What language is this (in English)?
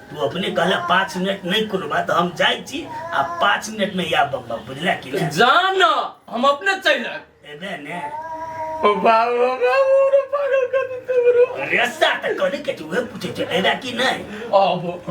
Maithili